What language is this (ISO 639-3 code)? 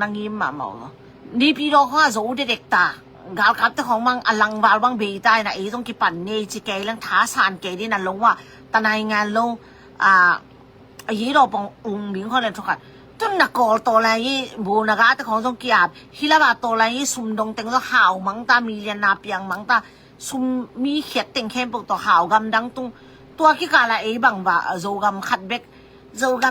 ctd